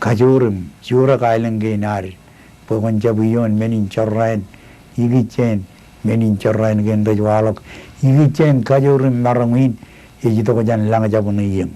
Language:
Marshallese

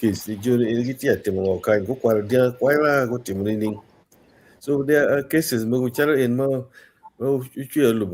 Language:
Acoli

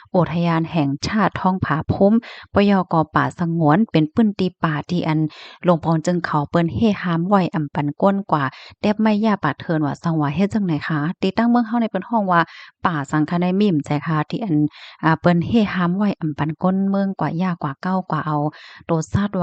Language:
Shan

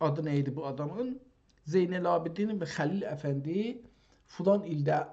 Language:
South Azerbaijani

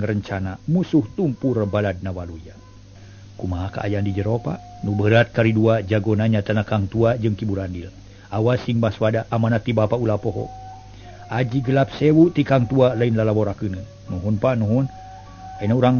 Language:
Sundanese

